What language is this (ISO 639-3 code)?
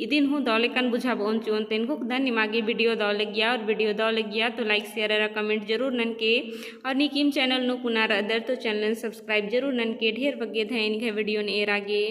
kru